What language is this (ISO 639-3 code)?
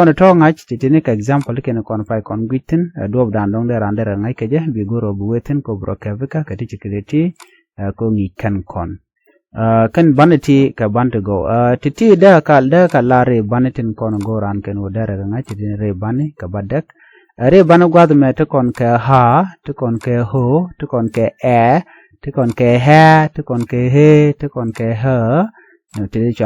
nus